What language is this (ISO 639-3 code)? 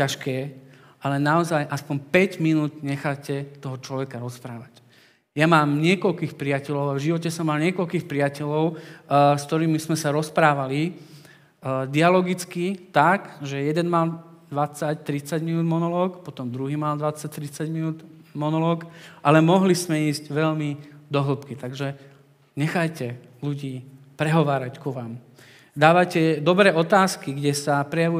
slk